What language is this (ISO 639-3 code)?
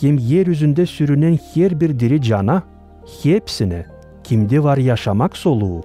gag